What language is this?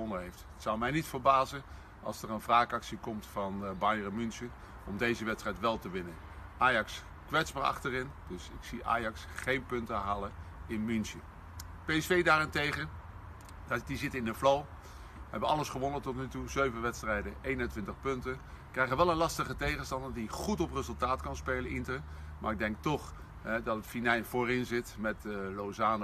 Dutch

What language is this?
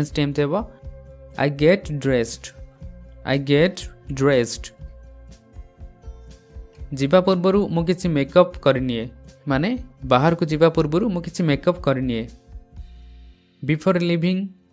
Odia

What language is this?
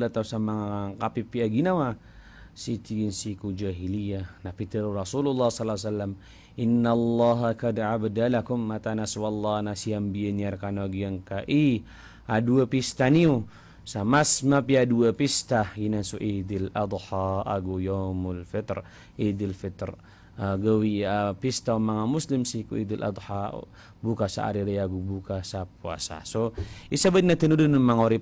Maranao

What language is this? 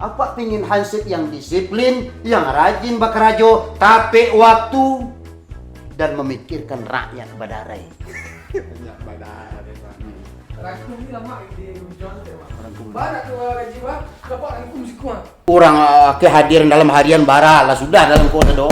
Minangkabau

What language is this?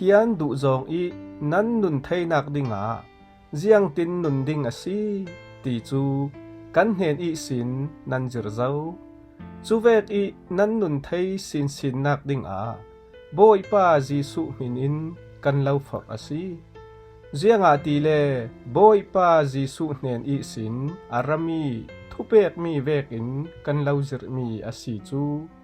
Falam Chin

